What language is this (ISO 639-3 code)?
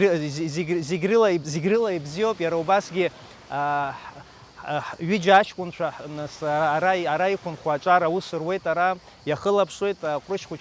abk